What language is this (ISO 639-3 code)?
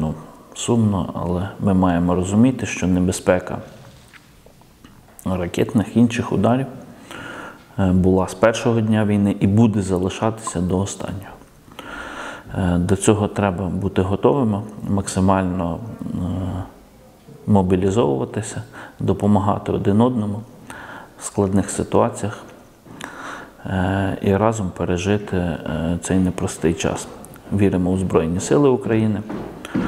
ukr